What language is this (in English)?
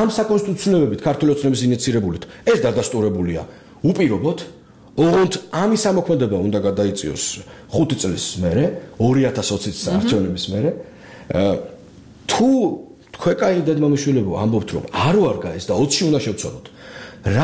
Georgian